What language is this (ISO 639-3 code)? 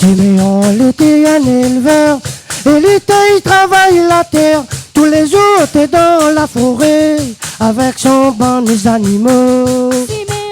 rcf